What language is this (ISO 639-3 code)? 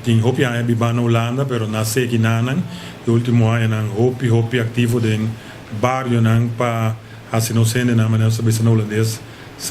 pap